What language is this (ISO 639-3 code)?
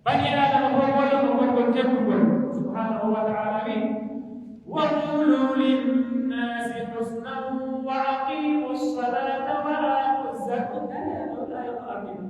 fuf